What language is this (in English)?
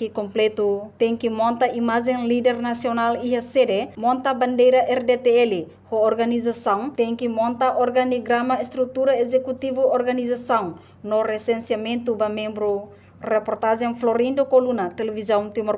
Tetum